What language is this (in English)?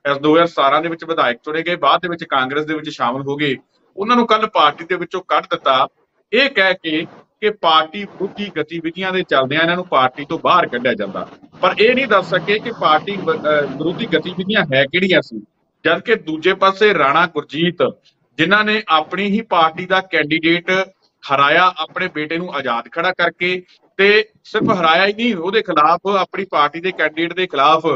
Punjabi